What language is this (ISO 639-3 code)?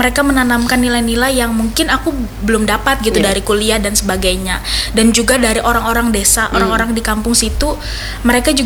ind